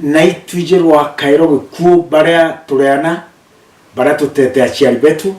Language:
Meru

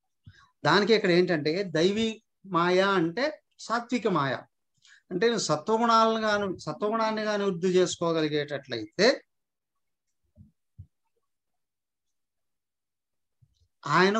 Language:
Telugu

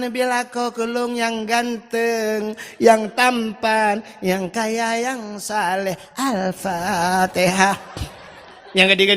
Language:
Achinese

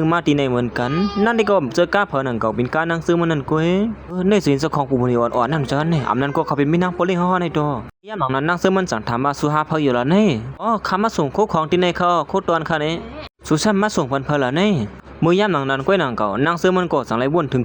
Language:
Shan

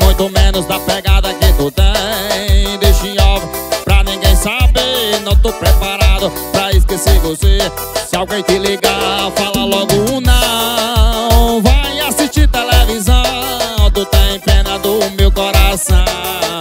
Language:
Portuguese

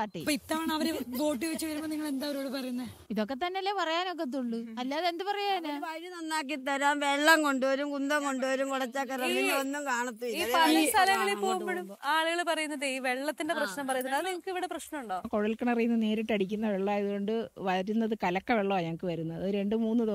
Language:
Malayalam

